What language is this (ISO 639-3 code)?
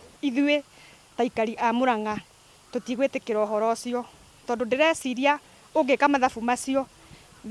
kik